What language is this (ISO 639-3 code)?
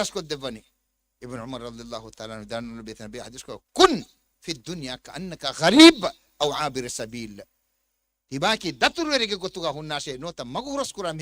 div